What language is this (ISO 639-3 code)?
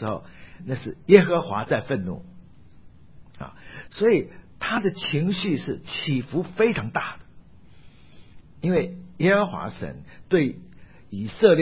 zho